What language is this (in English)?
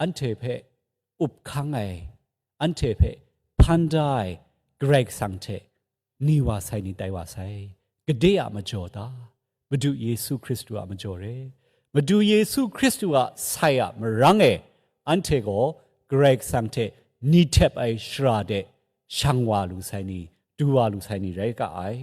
Kachin